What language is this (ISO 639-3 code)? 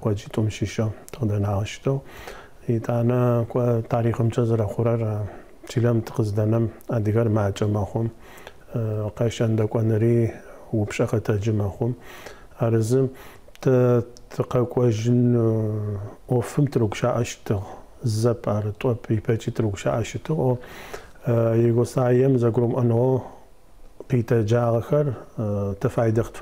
ady